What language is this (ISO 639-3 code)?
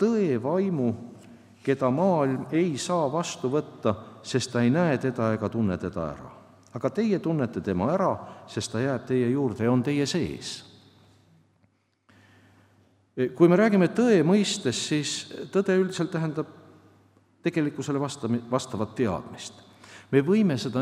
est